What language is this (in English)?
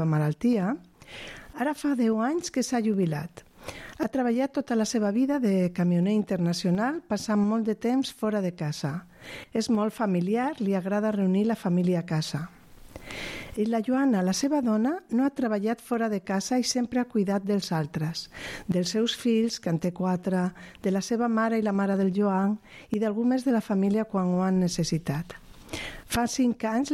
Catalan